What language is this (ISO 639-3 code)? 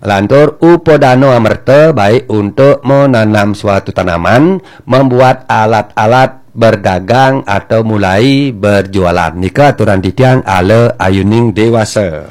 ban